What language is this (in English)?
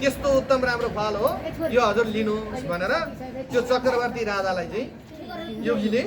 Nepali